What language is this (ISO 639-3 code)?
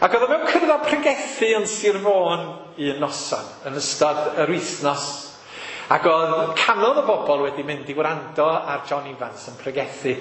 cym